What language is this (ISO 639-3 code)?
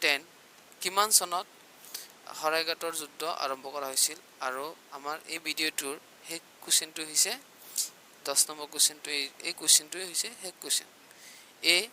asm